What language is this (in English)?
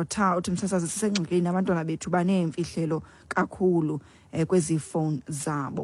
Xhosa